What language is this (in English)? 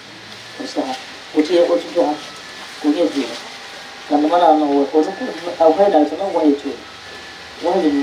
Dagbani